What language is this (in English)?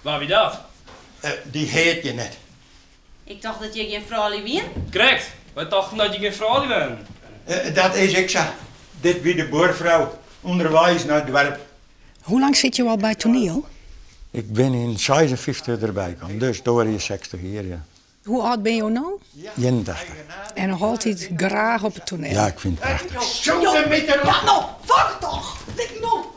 Western Frisian